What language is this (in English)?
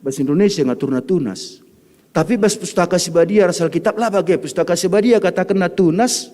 Batak Karo